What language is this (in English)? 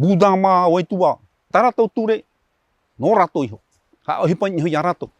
Tahitian